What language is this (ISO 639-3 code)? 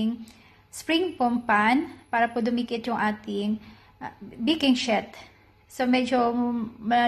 fil